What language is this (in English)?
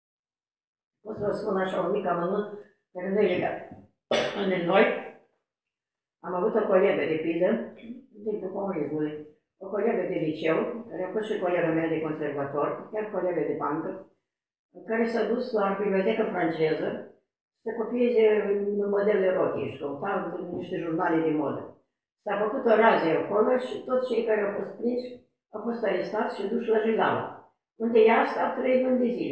Romanian